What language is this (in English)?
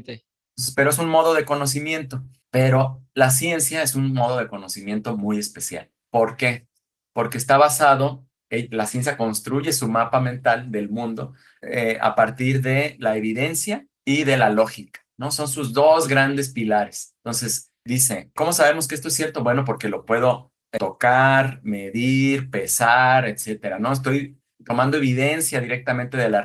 Spanish